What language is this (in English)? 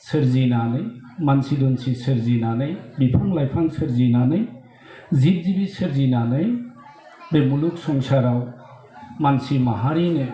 Bodo